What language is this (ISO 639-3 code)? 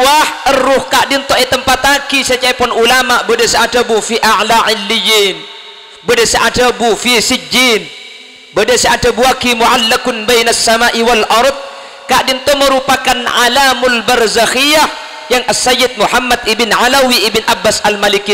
mad